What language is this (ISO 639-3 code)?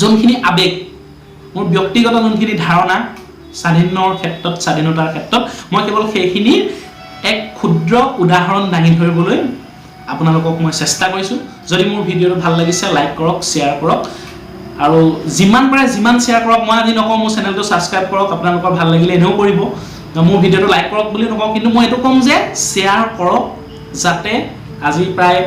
asm